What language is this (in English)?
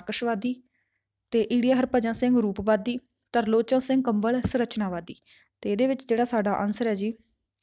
Punjabi